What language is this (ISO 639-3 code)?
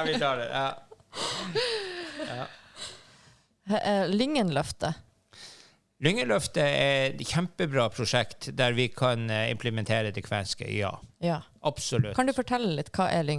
nor